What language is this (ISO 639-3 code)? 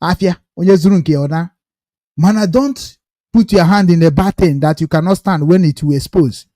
ibo